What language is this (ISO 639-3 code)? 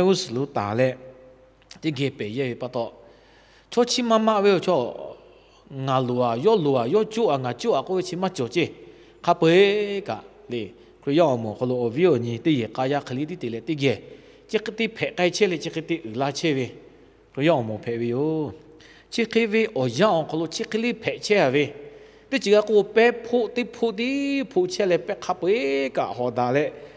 lhu